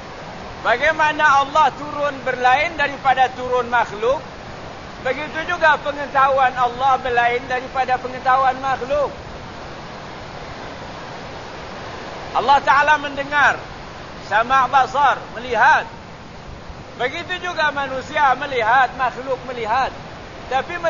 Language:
Malay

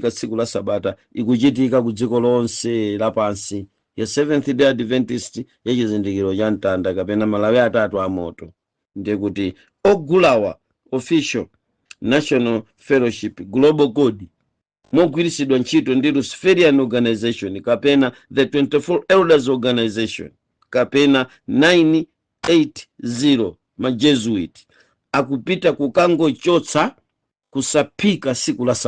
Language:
Nyanja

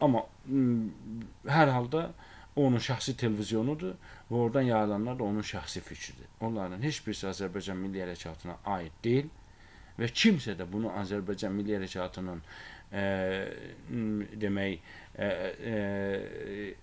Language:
Azerbaijani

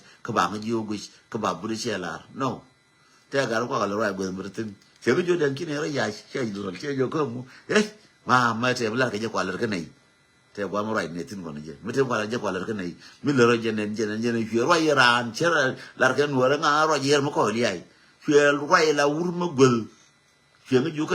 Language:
Nuer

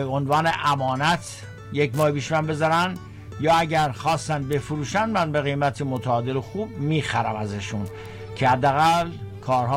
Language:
Persian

